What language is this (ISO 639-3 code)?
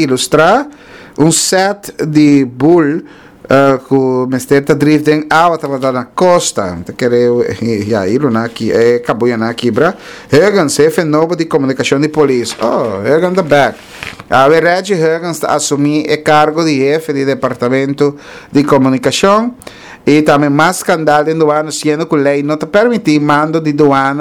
pap